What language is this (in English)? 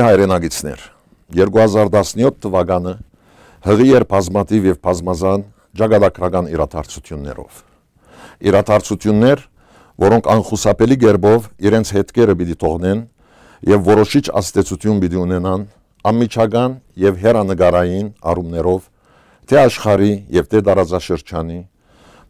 Western Armenian